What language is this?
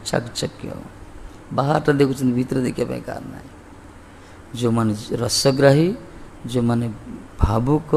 Odia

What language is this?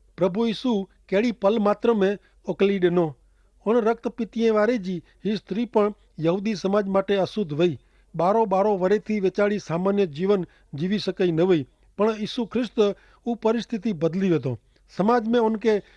Kachhi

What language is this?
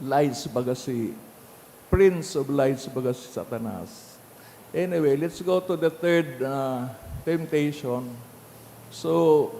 Bikol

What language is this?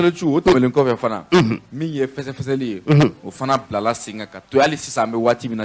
Bambara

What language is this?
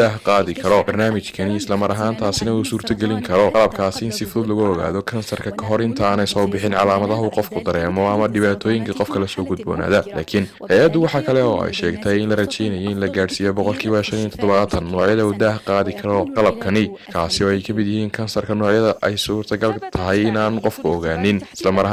Somali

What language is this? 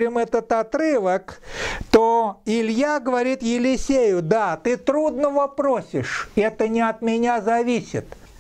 Russian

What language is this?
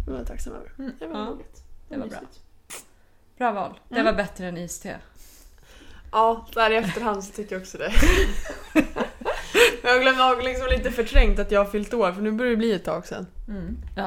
Swedish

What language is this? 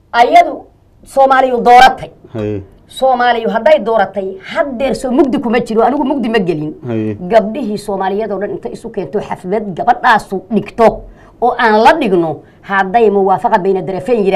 Somali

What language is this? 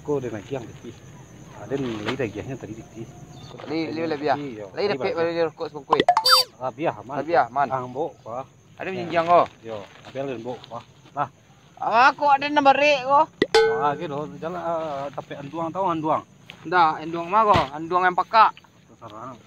Minangkabau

